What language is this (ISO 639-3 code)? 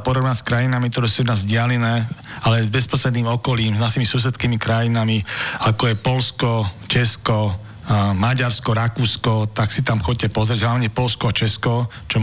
slk